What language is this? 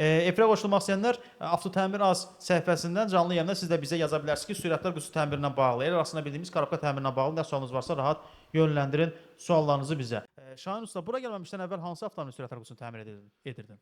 Azerbaijani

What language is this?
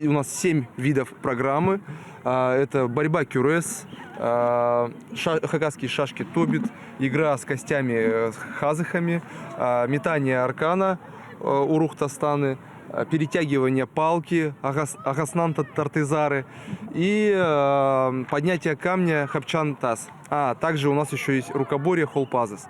Khakas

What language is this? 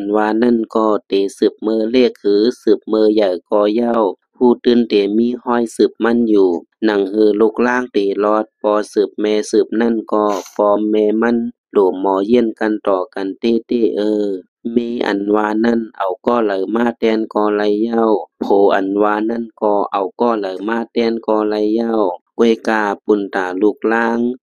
Shan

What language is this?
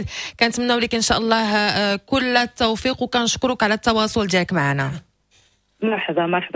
Moroccan Arabic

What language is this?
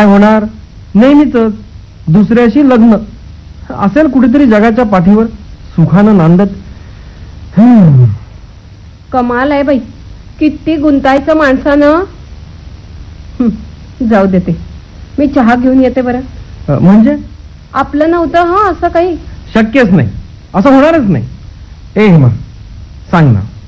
Marathi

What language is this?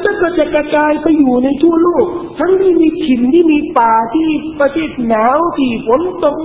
Thai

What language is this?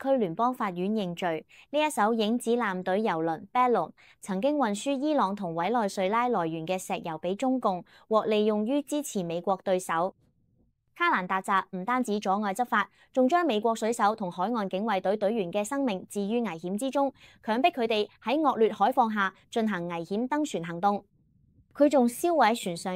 Cantonese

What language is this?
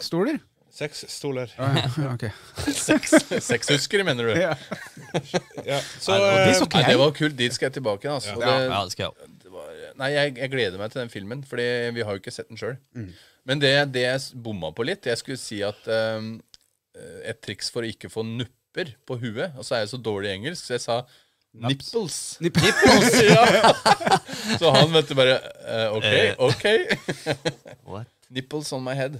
Norwegian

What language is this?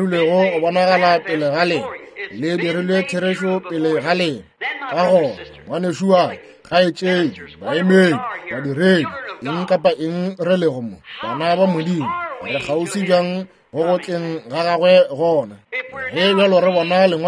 Northern Sotho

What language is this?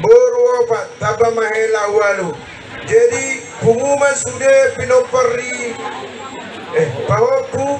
Batak Toba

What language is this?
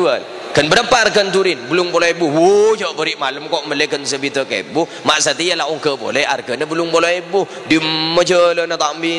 Madurese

